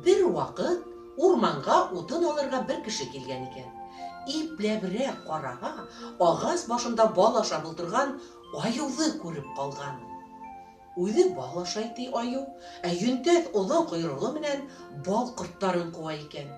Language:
Bashkir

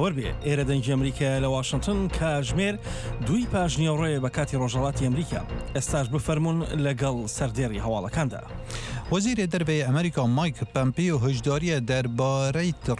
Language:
Central Kurdish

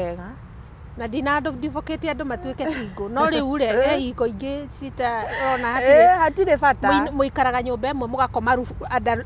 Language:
Kikuyu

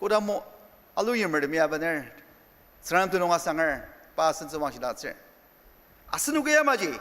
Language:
Ao Naga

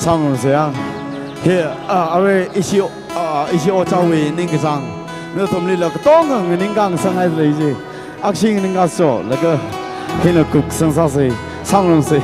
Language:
Tangkhul Naga (India)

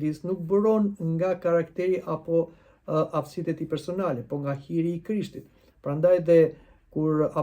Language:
Albanian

